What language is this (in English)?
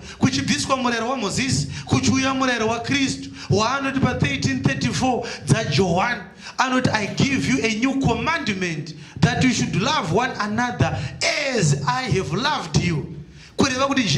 Shona